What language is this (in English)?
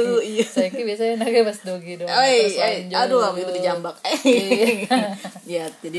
Indonesian